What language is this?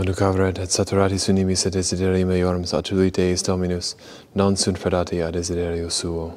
Latin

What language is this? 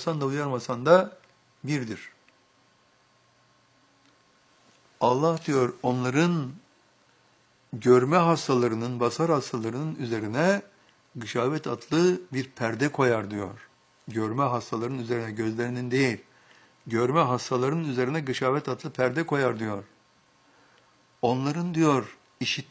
Turkish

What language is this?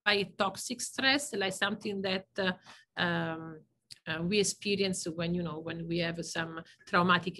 English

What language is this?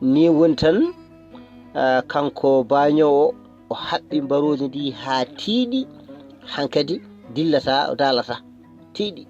Fula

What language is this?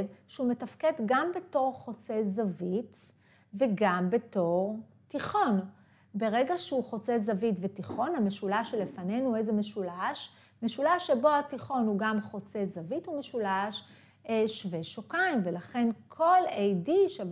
Hebrew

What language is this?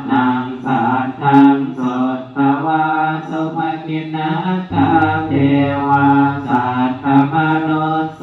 Pali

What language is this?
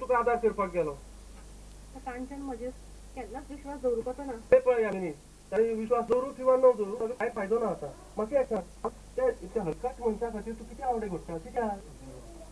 Konkani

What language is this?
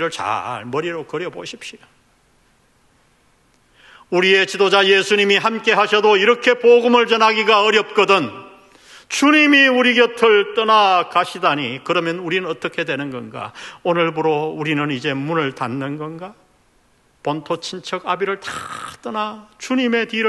Korean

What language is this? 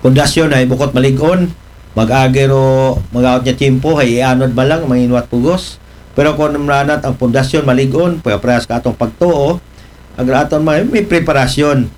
Aklanon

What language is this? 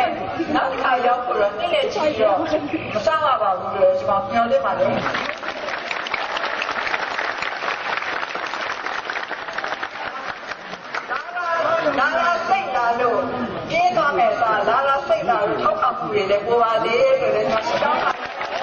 Burmese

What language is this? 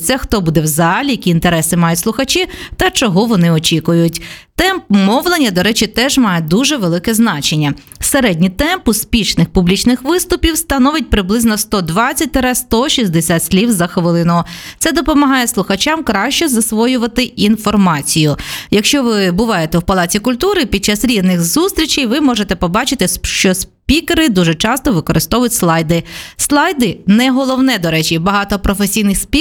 Ukrainian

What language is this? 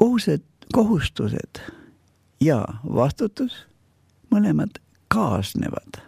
Estonian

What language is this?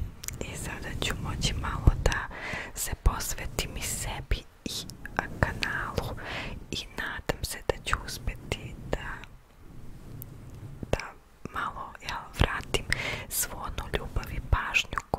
Serbian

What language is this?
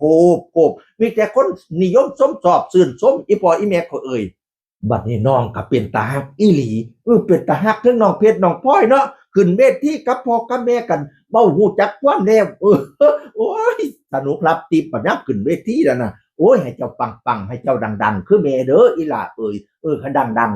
Northeastern Thai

